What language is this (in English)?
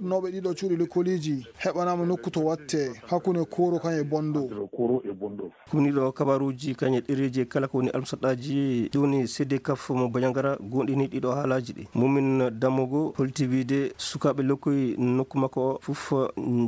Fula